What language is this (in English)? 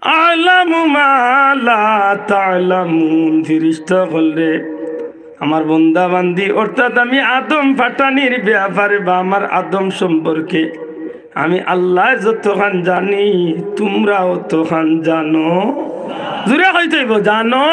Sylheti